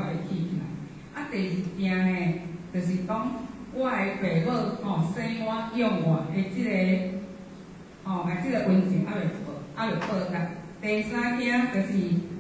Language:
Min Nan Chinese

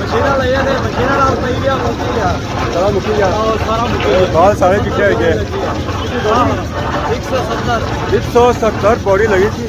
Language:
Pahari-Potwari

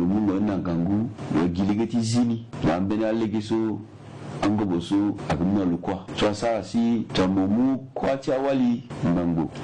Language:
Sango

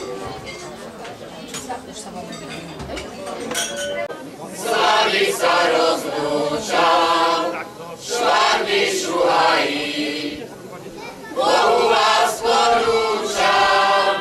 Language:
Slovak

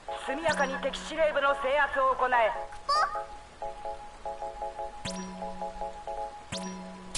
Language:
Japanese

